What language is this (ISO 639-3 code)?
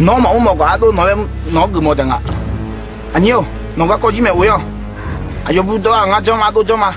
ahk